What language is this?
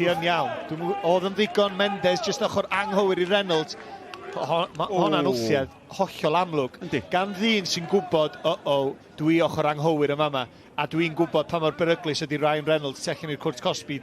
Welsh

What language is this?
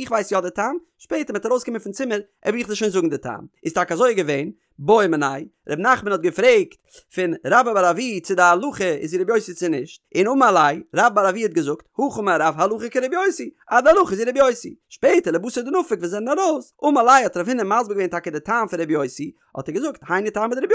Yiddish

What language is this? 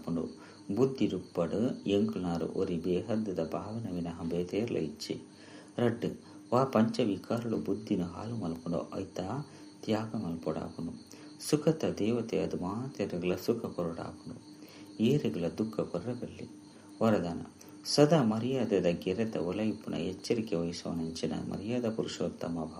Tulu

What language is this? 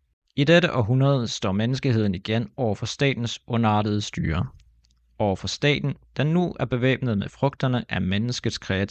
Danish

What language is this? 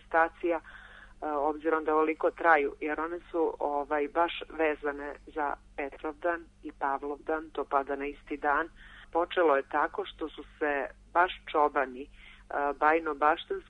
Serbian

